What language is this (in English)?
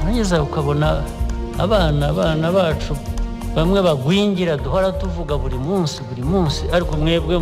Kinyarwanda